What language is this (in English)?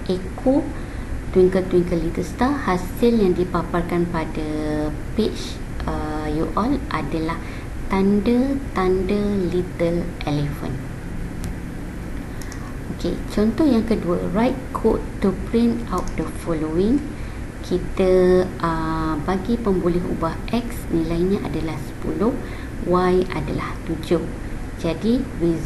Malay